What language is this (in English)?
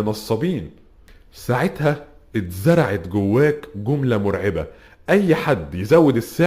Egyptian Arabic